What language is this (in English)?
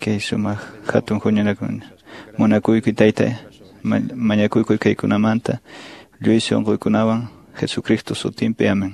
Quechua